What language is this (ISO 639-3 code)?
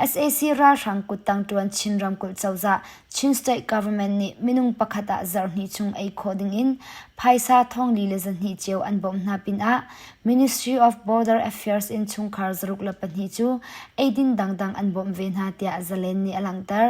cnh